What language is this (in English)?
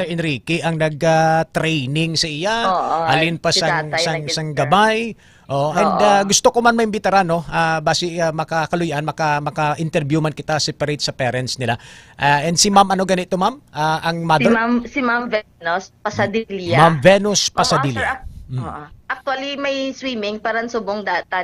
Hiligaynon